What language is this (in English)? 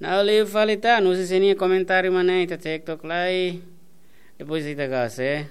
Tetum